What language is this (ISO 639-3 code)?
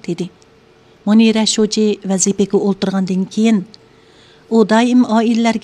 uig